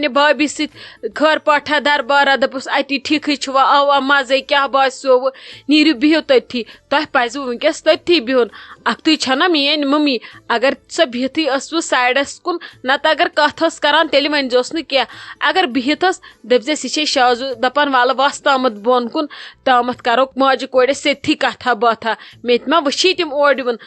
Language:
Kashmiri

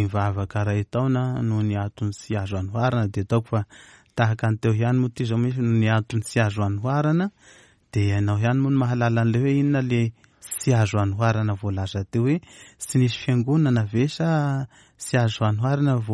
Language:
Malagasy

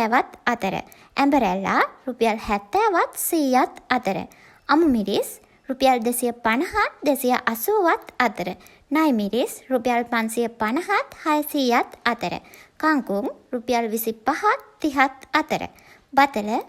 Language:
Sinhala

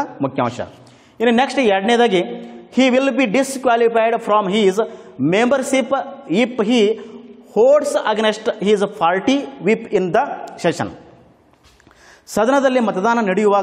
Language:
Kannada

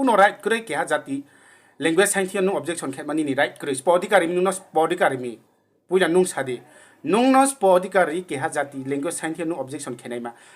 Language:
Riang (India)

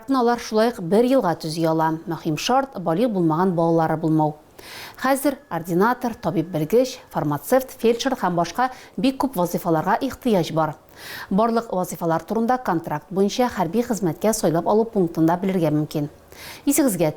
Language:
Tatar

